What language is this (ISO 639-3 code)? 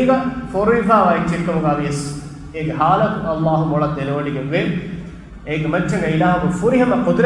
div